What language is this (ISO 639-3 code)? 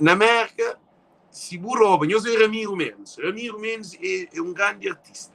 kea